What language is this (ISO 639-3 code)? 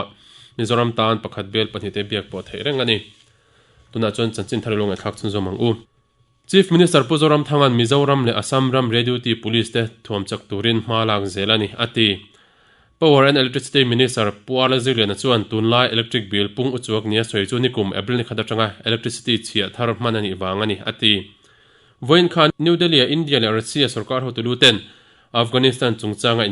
lus